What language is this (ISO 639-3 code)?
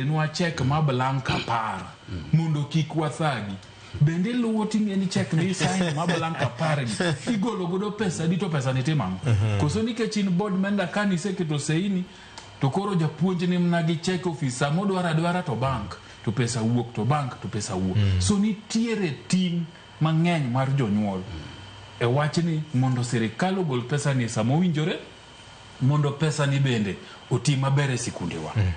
luo